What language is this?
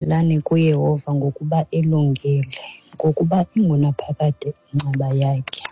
Xhosa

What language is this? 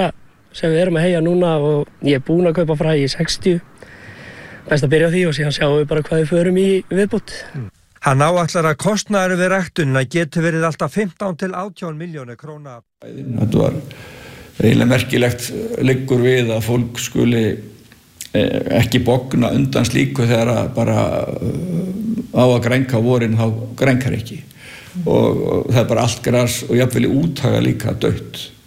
Icelandic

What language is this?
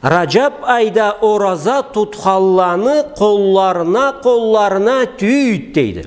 Karachay-Balkar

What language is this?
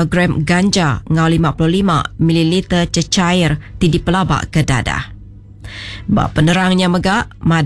Iban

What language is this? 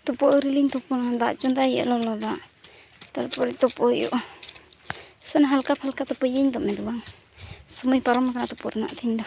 Santali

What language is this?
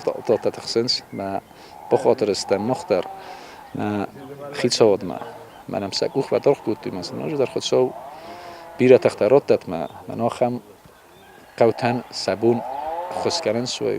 Ossetic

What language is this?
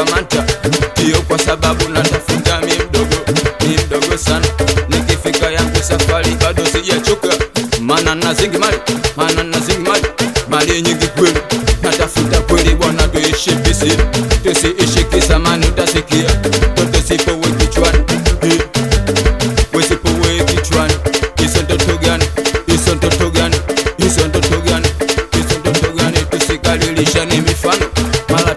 Swahili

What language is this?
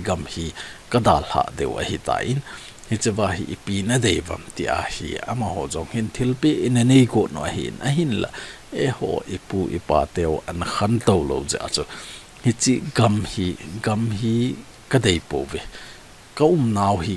Thado Chin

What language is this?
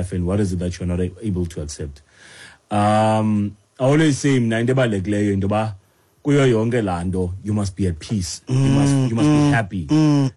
Xhosa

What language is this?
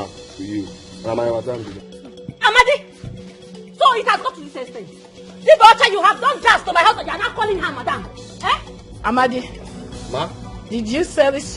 Nigerian Pidgin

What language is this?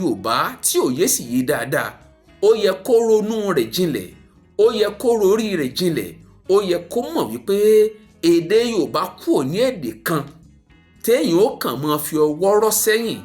Yoruba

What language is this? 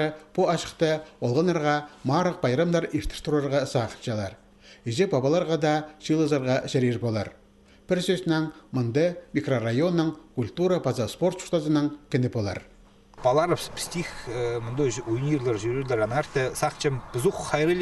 Khakas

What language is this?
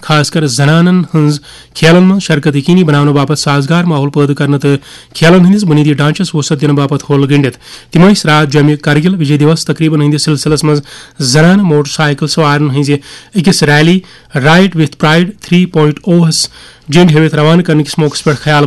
Kashmiri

